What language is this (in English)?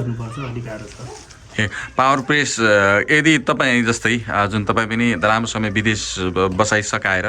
Nepali